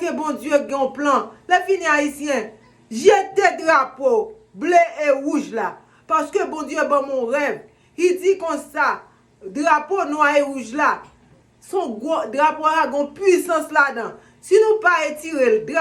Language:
Haitian Creole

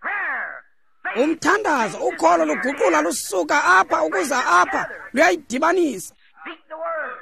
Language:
Xhosa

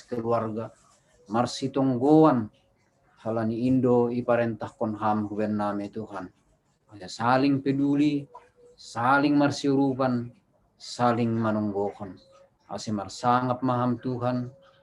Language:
Batak Simalungun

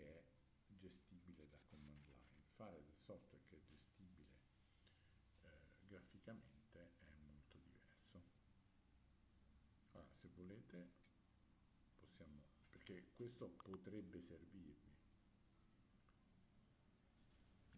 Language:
Italian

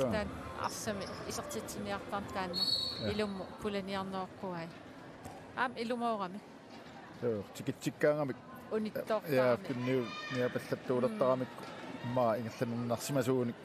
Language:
Kalaallisut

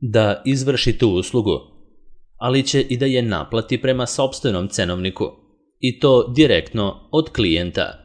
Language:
Serbian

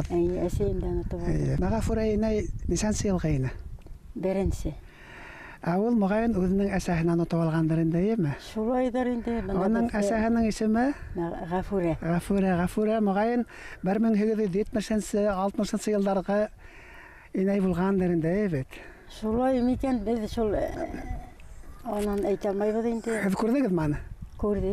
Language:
Bashkir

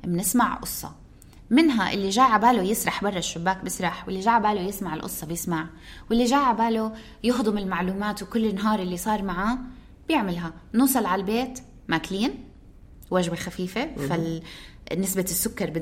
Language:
North Levantine Arabic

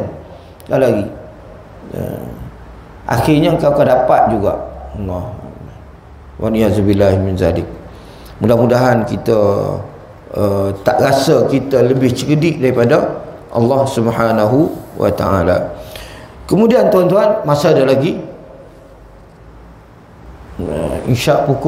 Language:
Malay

